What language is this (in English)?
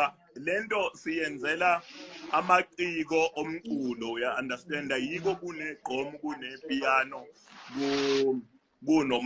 Zulu